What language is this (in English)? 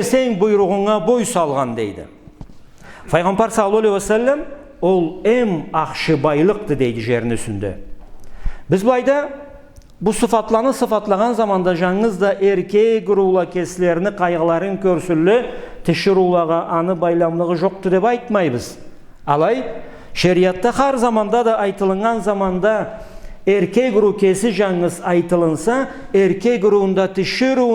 Karachay-Balkar